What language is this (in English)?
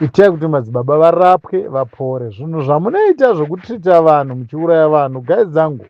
Shona